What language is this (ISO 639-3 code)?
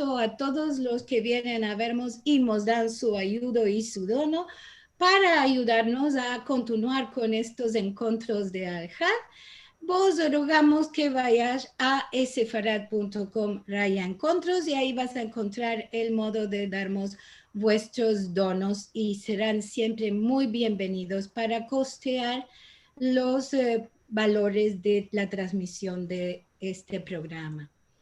lad